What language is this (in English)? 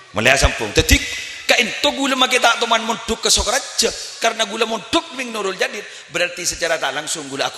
Madurese